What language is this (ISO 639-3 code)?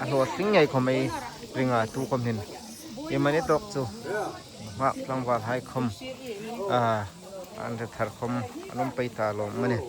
hmr